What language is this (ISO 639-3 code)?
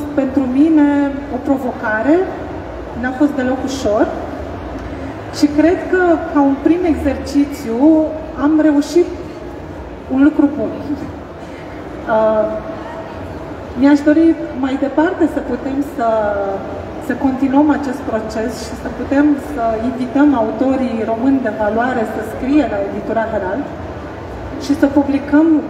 ron